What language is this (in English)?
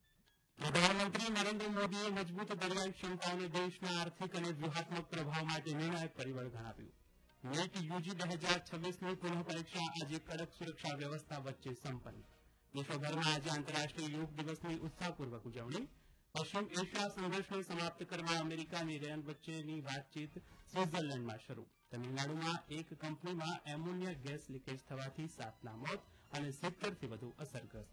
Gujarati